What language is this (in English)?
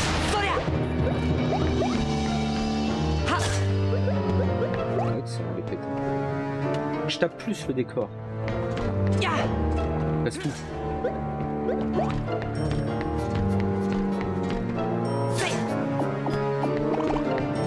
French